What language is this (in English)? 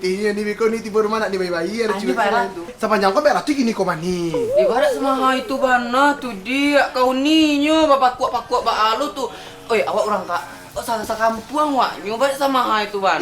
Minangkabau